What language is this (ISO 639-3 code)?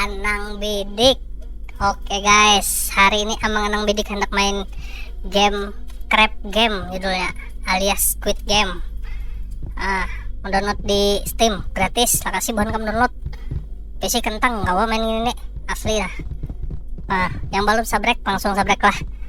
bjn